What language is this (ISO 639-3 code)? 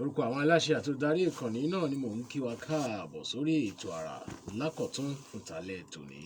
yor